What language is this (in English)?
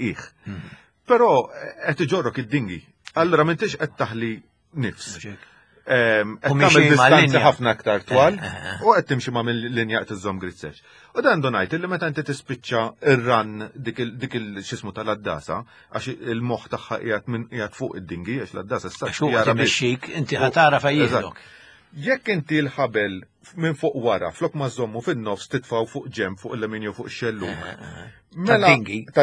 Maltese